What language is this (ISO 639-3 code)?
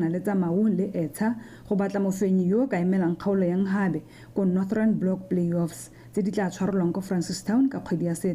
tsn